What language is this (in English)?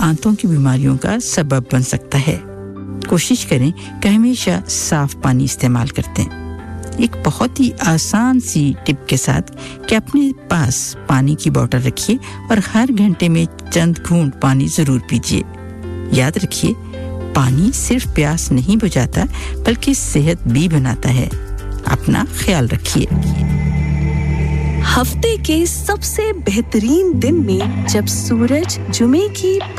Urdu